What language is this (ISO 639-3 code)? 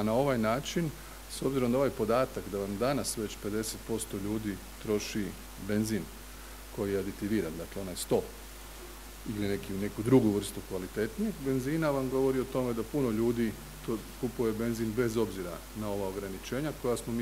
hrv